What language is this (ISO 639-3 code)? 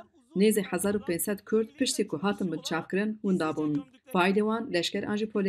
kur